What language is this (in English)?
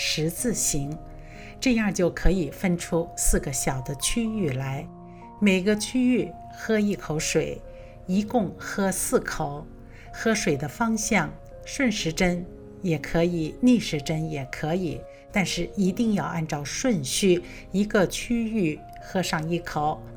Chinese